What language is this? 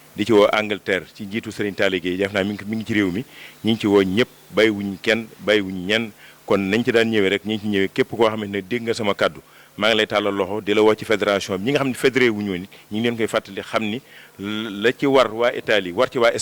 Wolof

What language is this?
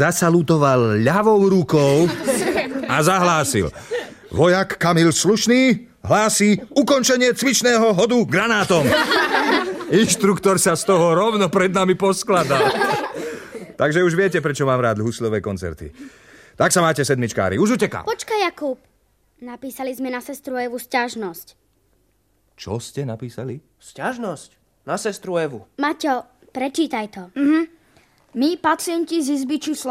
Slovak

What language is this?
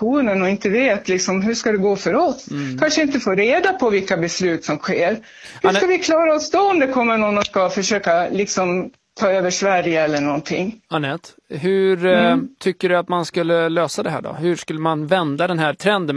Swedish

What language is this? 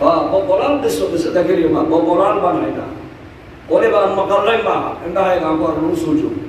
Somali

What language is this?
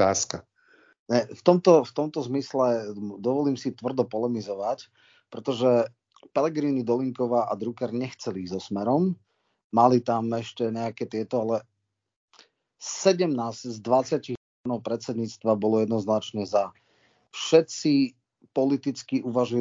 Slovak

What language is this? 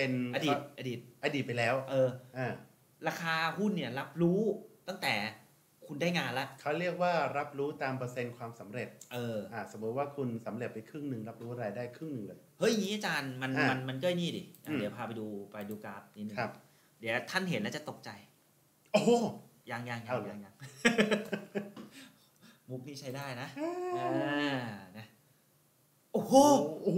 Thai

